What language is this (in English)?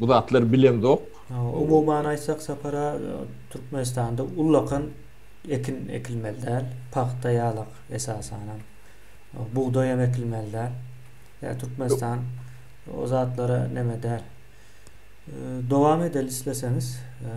Turkmen